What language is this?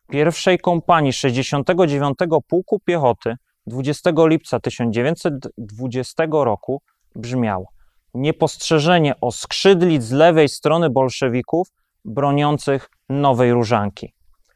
Polish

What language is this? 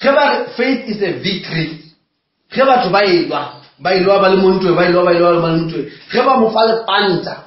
Northern Sotho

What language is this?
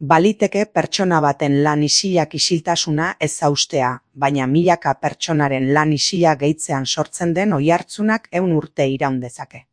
Basque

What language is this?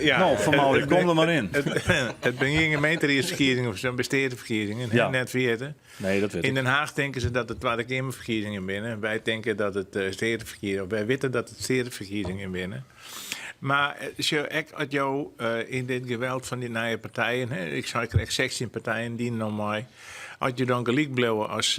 Western Frisian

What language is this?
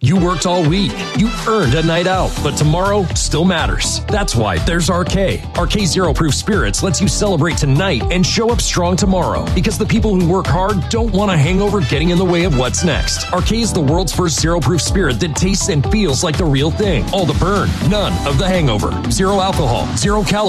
English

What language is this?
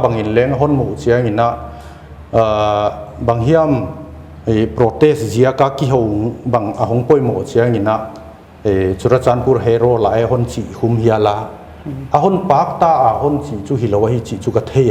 Paite Chin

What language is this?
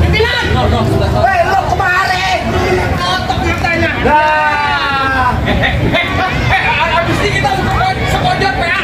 Betawi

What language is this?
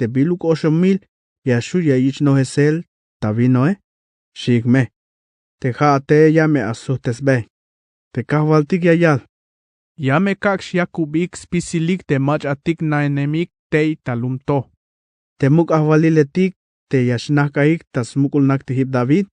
Tzeltal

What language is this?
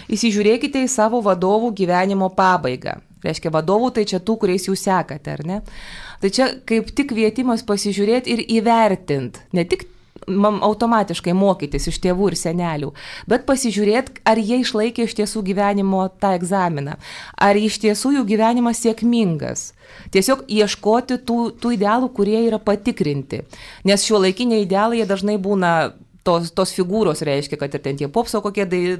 Lithuanian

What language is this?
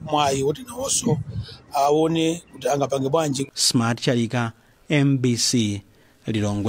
Nyanja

